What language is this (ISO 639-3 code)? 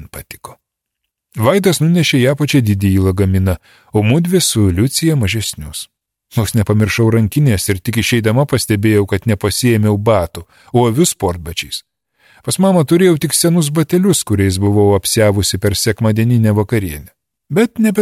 lit